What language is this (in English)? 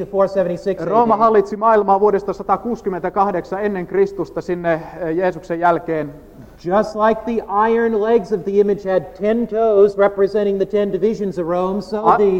Finnish